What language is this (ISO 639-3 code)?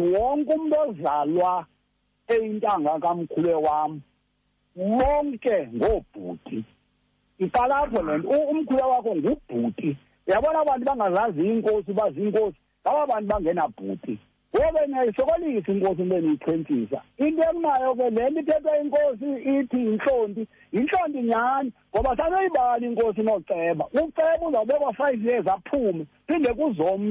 xho